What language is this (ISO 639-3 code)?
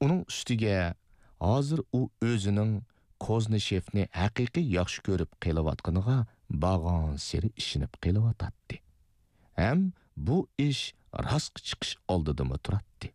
uig